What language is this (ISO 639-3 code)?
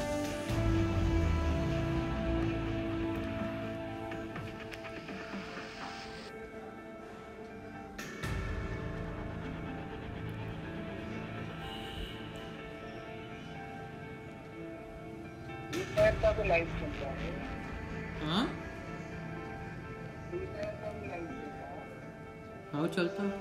hin